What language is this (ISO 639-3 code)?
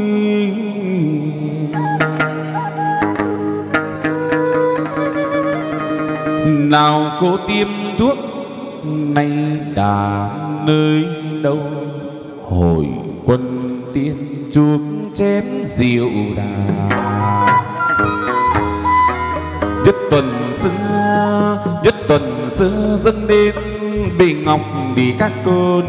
vie